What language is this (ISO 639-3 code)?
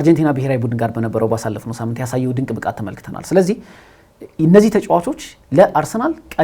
amh